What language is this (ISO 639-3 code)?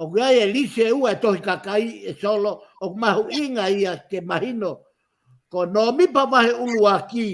ton